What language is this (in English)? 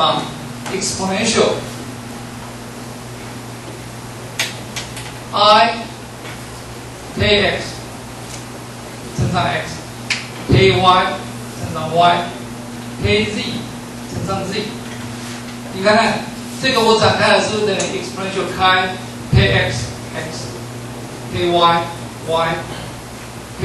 Chinese